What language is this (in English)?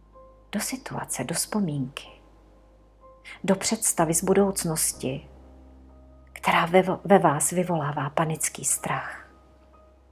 Czech